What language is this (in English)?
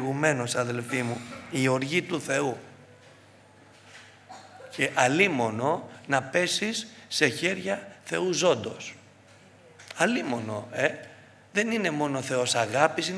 Greek